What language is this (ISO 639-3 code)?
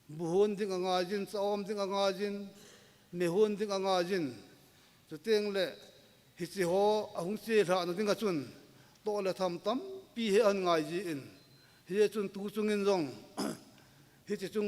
tcz